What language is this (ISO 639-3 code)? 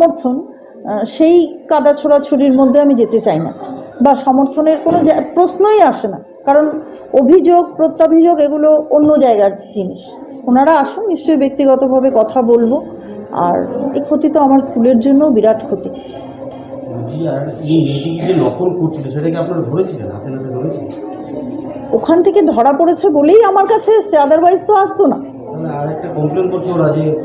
ben